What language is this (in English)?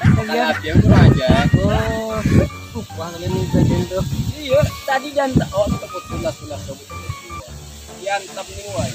Minangkabau